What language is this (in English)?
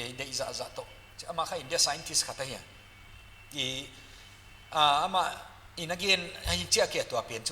Paite Chin